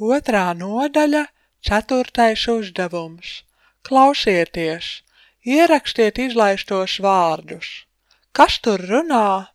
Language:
Latvian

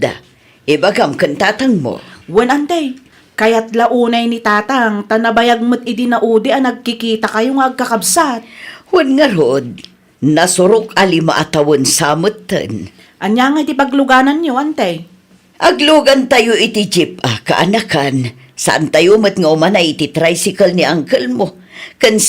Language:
Iloko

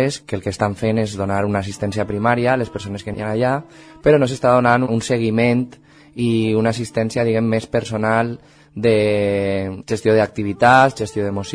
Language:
Catalan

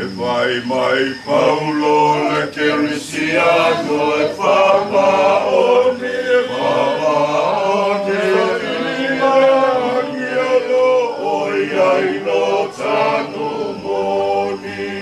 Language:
Samoan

